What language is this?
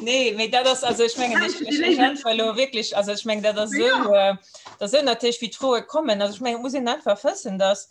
Luxembourgish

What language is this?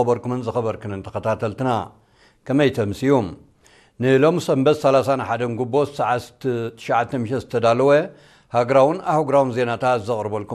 Tigrinya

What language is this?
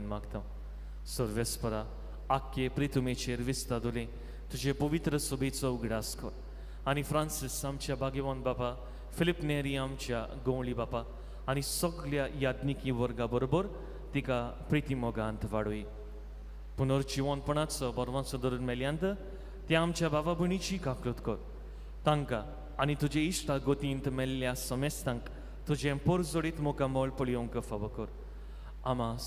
Konkani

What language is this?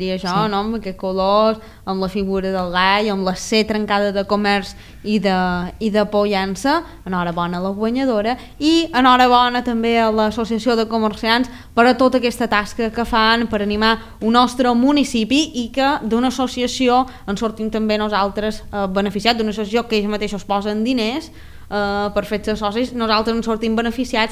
Catalan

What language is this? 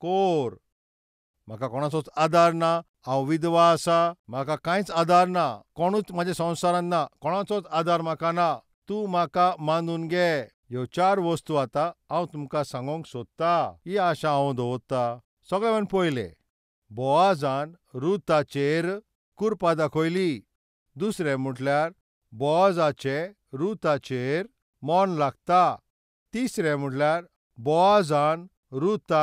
Konkani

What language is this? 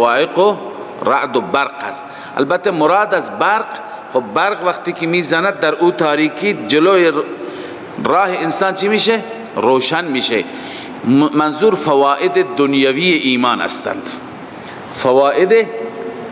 Persian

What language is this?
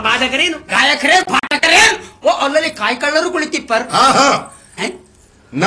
Kannada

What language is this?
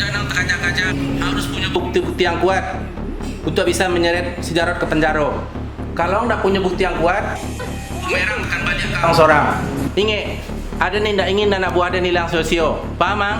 Minangkabau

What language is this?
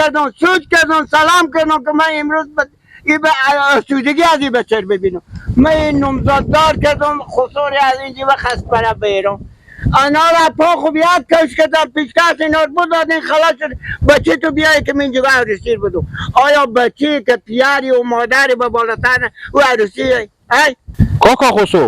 Persian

